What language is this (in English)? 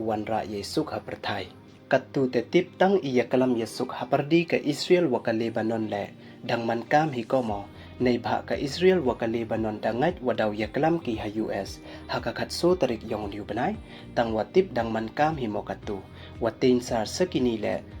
Pnar